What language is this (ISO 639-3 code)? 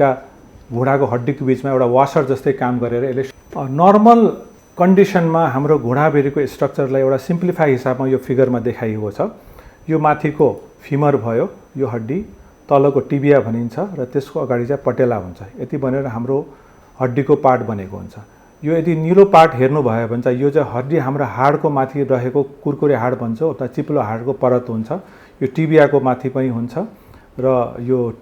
nep